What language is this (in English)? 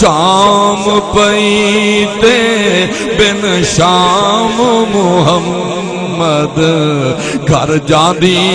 Saraiki